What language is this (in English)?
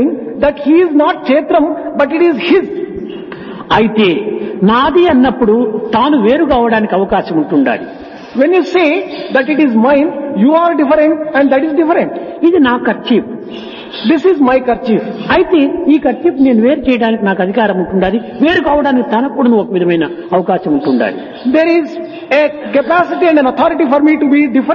Telugu